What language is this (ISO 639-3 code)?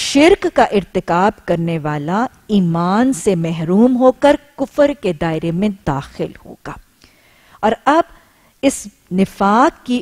urd